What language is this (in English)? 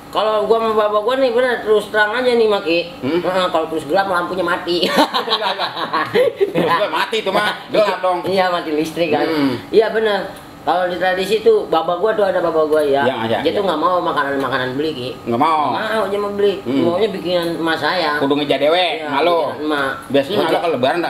Betawi